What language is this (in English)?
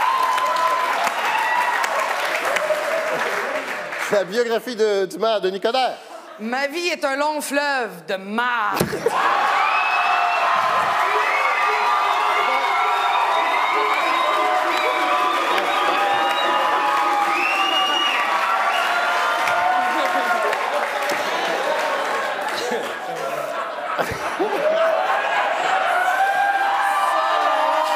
French